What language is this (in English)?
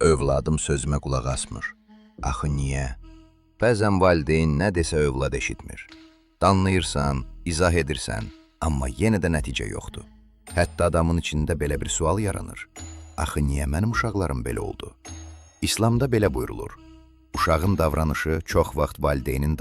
Azerbaijani